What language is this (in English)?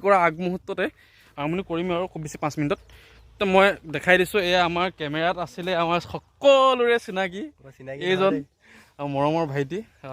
Assamese